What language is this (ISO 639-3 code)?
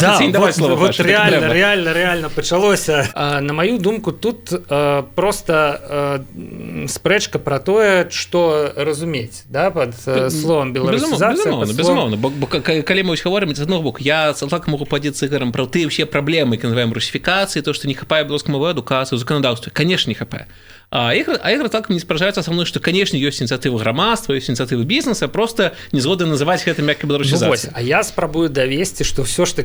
bel